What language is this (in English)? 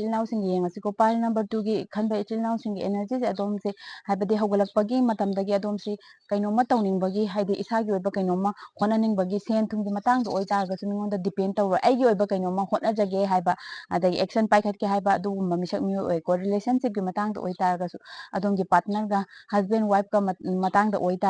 Manipuri